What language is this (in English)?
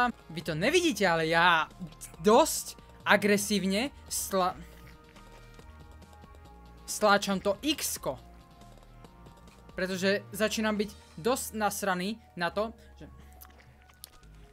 Slovak